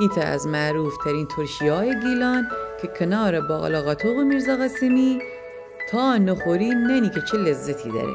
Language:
Gilaki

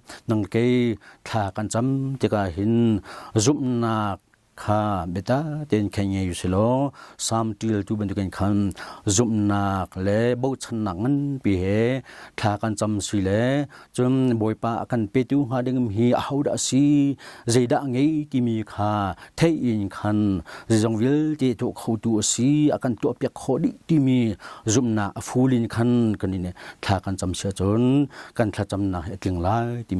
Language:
Hakha Chin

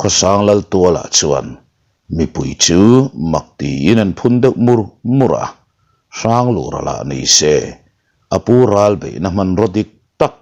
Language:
Mizo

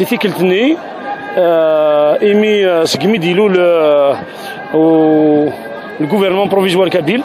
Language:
Kabyle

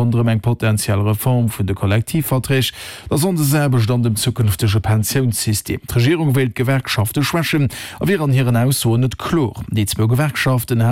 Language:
Luxembourgish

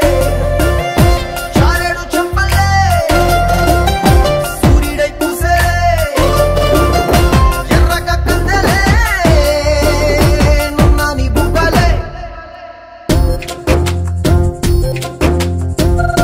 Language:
Telugu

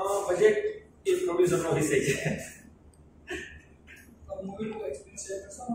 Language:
Gujarati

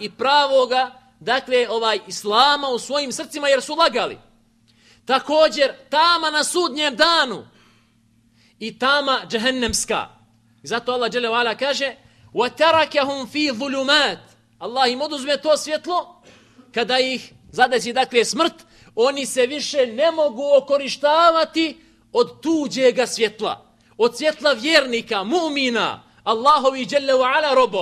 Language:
Bosnian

